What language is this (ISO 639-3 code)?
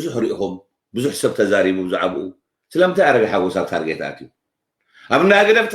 tir